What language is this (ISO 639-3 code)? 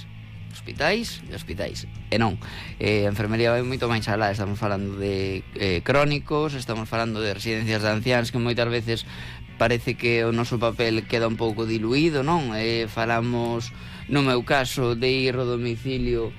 glg